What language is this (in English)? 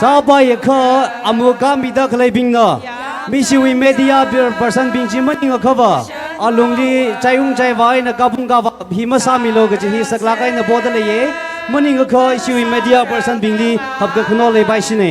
Tangkhul Naga (India)